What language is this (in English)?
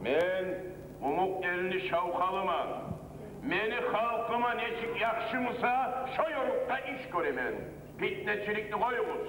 Kumyk